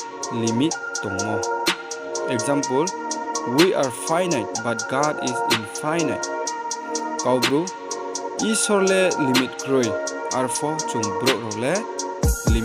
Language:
Riang (India)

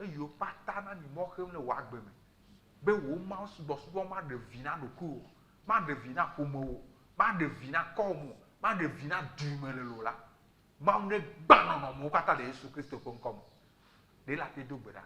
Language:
Ewe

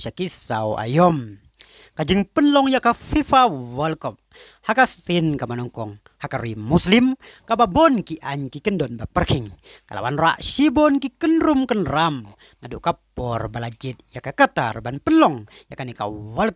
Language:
Khasi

